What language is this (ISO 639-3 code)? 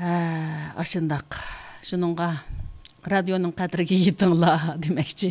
uig